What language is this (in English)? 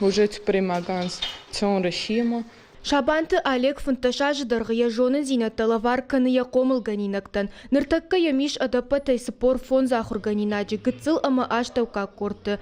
Ossetic